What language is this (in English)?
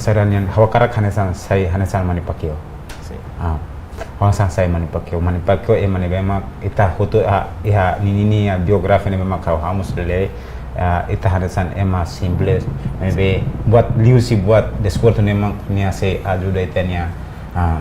Tetum